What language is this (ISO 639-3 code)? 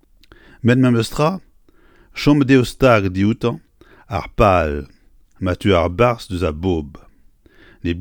bre